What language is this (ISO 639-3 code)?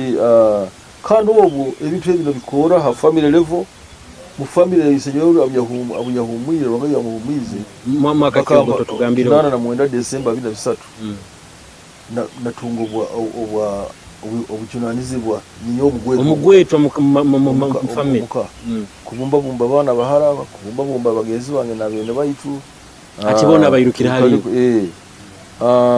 nyo